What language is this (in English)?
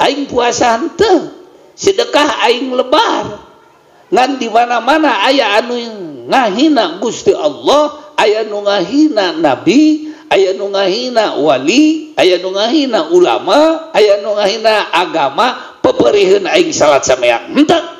Sundanese